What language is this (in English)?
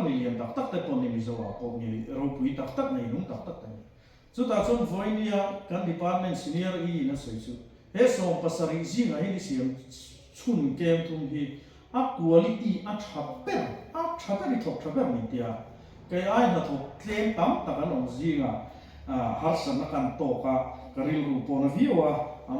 Mizo